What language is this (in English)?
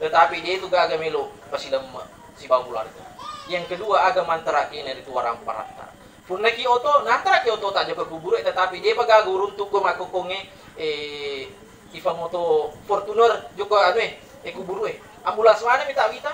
Buginese